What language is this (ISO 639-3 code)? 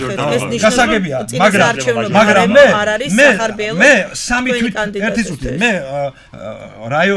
kat